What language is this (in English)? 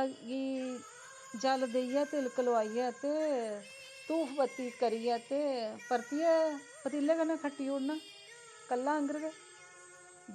Dogri